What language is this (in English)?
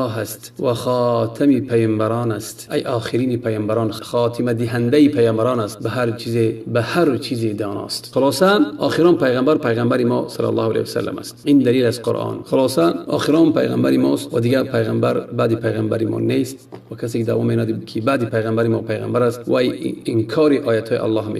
Tajik